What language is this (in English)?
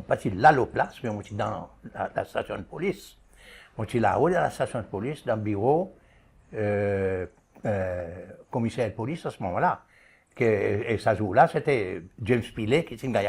Seselwa Creole French